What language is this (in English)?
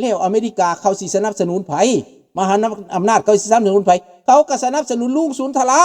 Lao